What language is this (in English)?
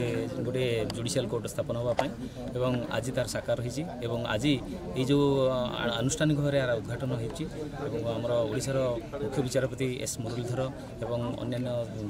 Odia